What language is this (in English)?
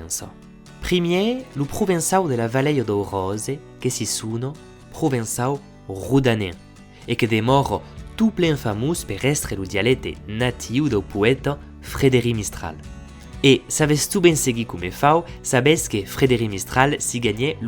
Occitan